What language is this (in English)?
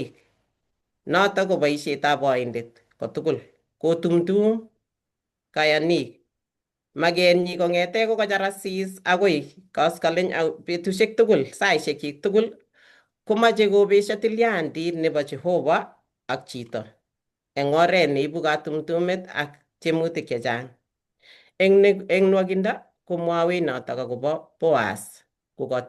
Kalenjin